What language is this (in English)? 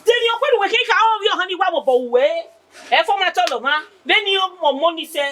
Bini